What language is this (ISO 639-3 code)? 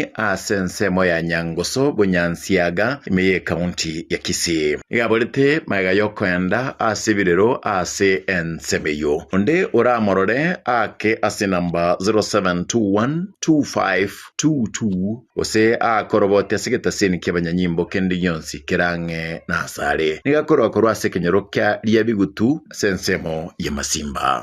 guz